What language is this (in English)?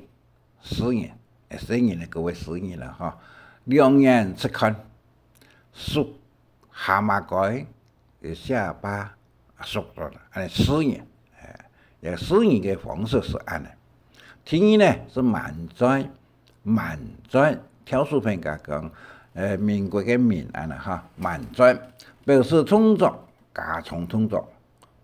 Hakka Chinese